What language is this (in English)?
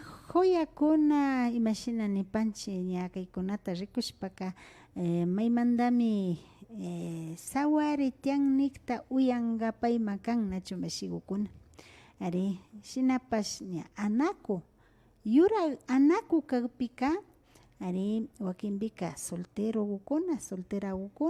Imbabura Highland Quichua